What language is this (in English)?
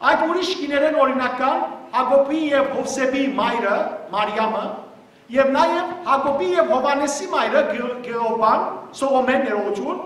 Western Armenian